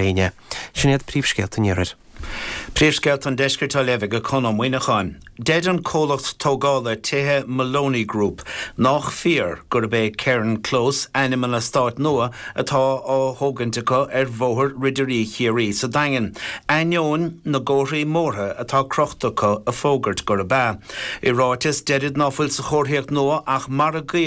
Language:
Irish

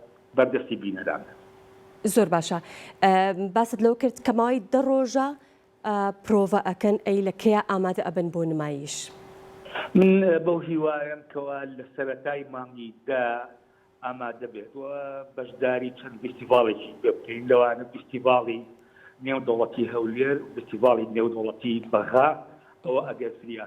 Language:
Central Kurdish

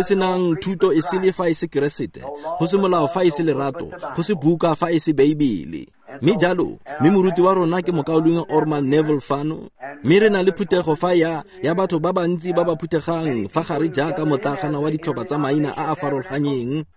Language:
Tswana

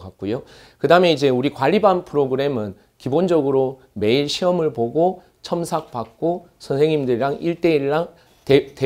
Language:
Korean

